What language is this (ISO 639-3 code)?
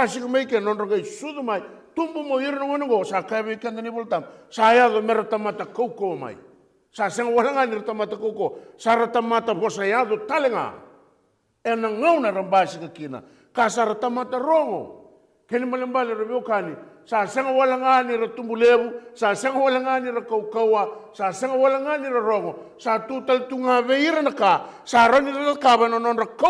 fij